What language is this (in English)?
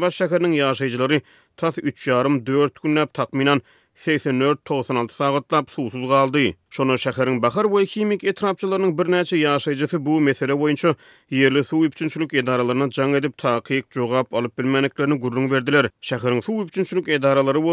Turkmen